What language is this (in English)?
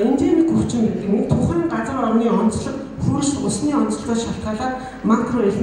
Mongolian